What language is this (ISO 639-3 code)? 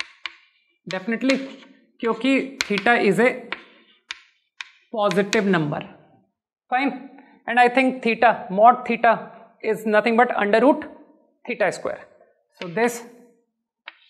hin